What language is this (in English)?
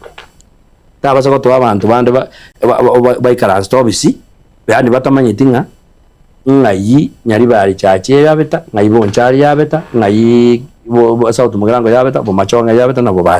Gusii